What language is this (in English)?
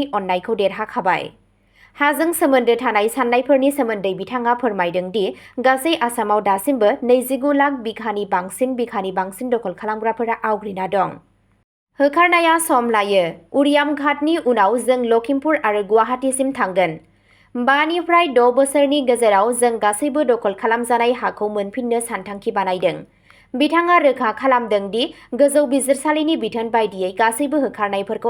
Bodo